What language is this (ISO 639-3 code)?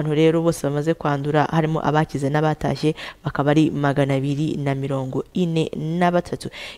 kin